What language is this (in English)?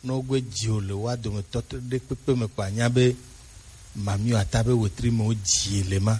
Gen